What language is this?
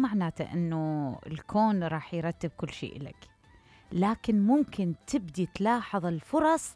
Mesopotamian Arabic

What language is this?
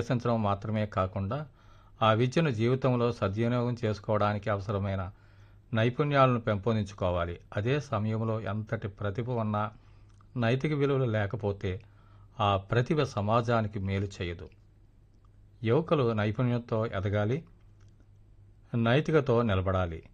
Telugu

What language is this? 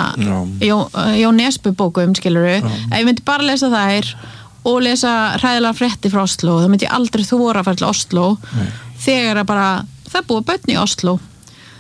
Icelandic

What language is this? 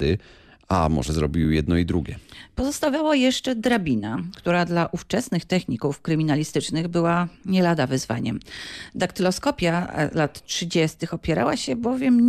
Polish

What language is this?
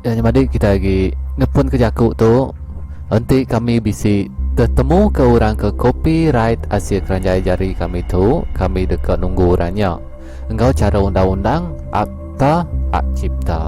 Iban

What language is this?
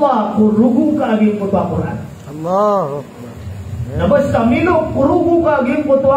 Maranao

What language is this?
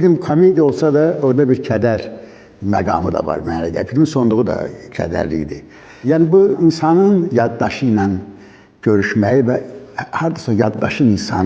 Azerbaijani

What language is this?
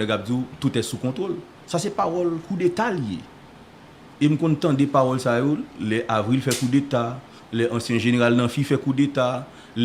Haitian Creole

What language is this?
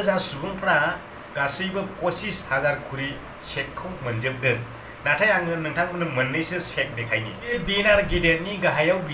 Bodo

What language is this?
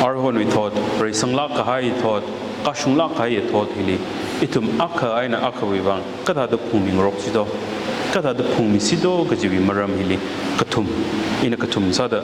Tangkhul Naga (India)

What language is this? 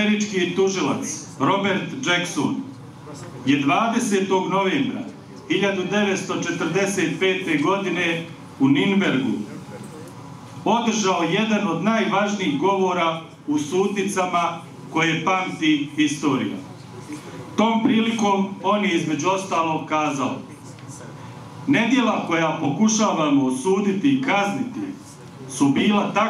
Bosnian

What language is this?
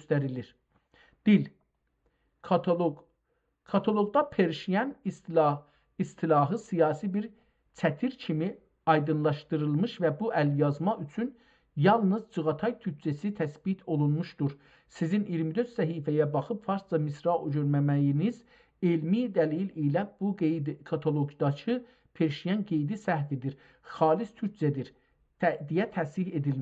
South Azerbaijani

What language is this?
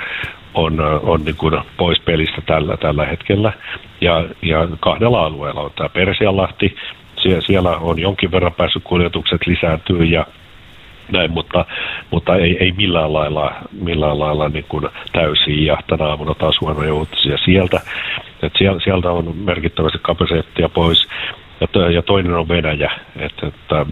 Finnish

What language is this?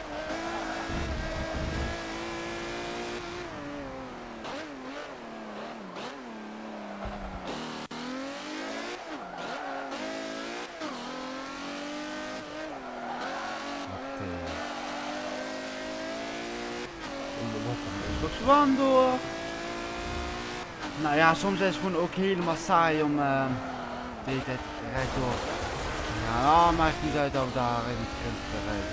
Dutch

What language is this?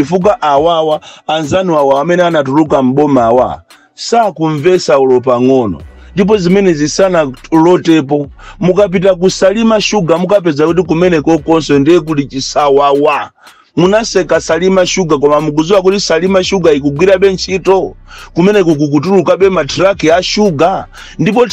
Nyanja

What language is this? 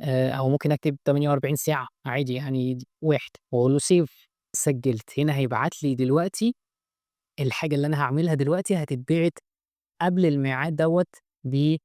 Egyptian Arabic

